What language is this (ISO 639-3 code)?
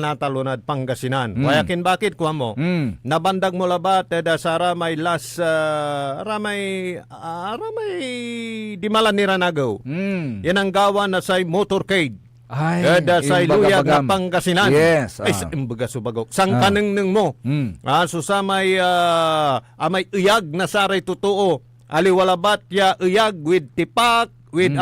pag